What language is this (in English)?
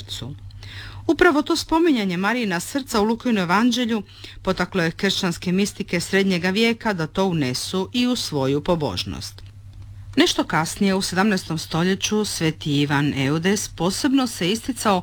Croatian